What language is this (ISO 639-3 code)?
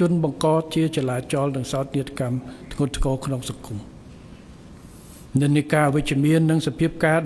khm